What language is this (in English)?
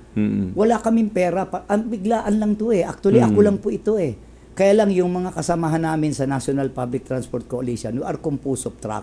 Filipino